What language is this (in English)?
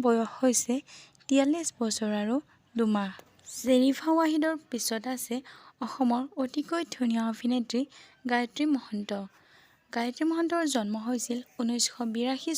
Assamese